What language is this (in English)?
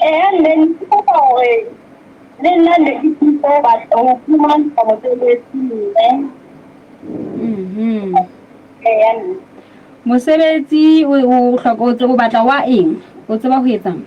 Southern Sotho